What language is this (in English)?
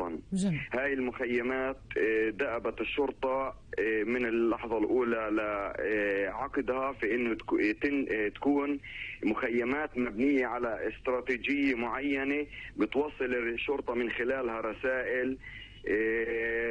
North Levantine Arabic